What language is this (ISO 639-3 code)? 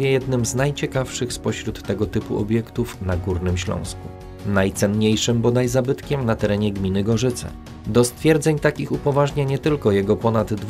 pol